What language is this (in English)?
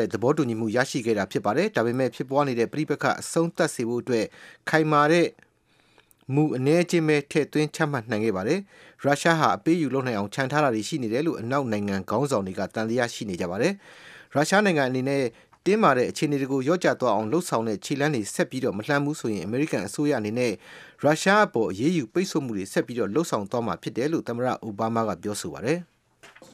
Burmese